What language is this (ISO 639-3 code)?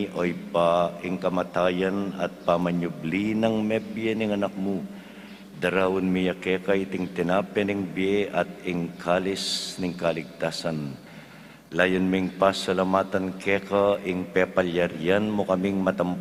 pam